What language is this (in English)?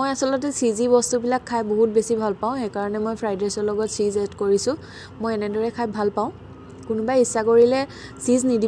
Assamese